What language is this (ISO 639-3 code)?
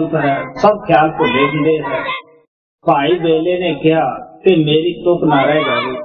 pan